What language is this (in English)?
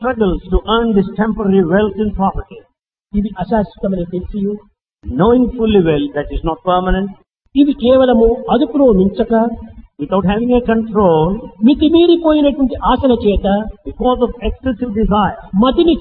Telugu